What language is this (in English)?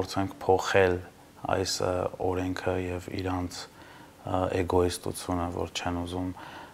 Armenian